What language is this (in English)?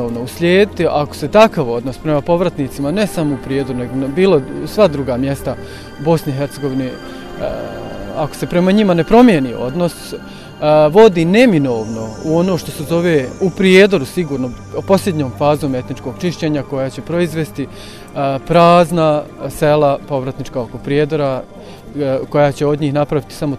Bosnian